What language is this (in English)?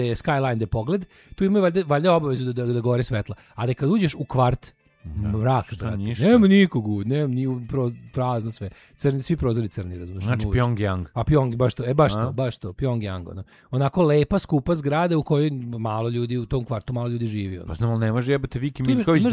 Serbian